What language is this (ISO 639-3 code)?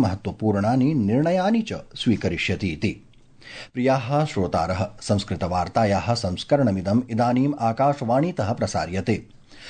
san